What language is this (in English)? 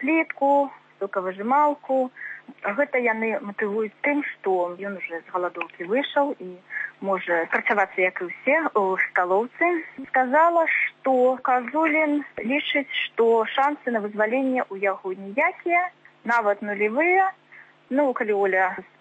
Belarusian